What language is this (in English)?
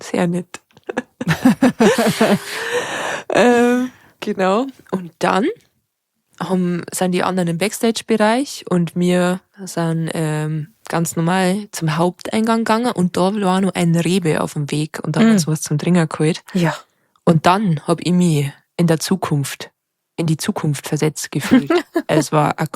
Bavarian